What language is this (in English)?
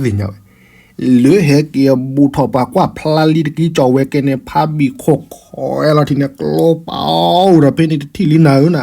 S'gaw Karen